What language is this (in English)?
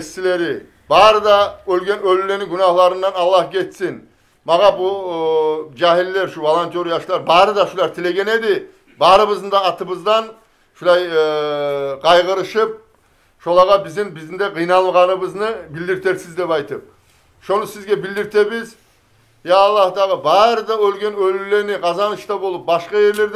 Kumyk